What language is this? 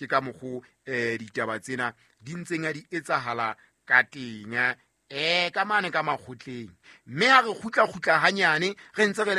Southern Sotho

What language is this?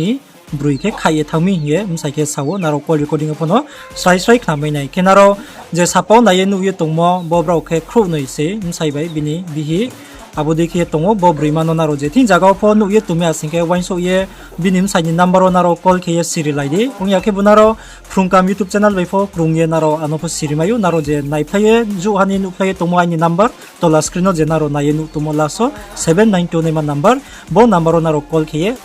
Riang (India)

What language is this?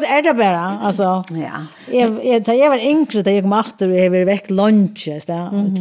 Faroese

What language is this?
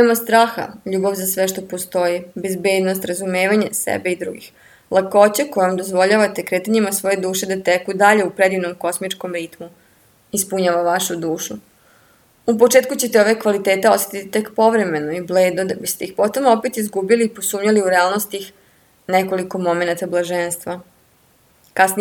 Serbian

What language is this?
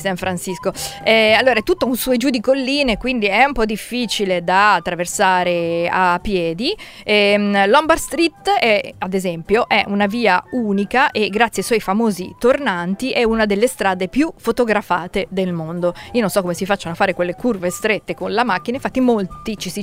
Italian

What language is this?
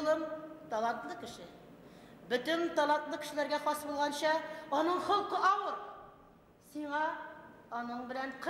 Bashkir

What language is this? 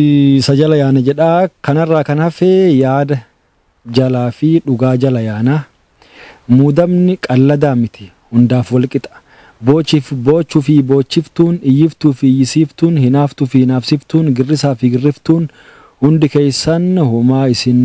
Oromo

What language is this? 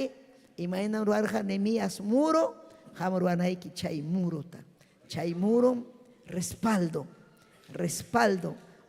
Ayacucho Quechua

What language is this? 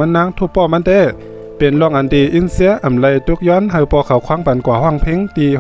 Shan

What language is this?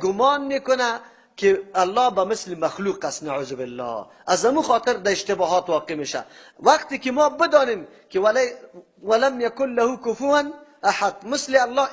Persian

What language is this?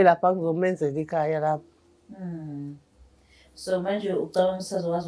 Zulu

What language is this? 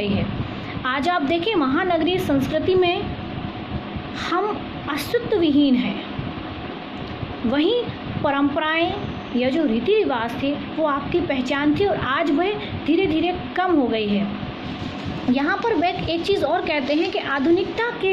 Hindi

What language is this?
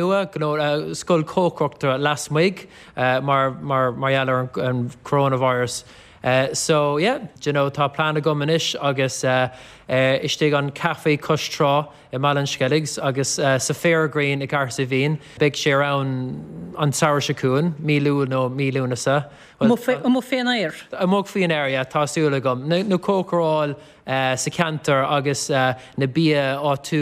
Irish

